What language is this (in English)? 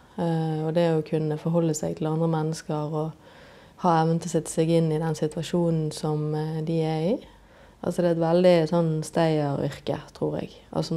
Norwegian